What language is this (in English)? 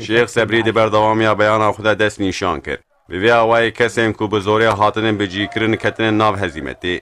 Kurdish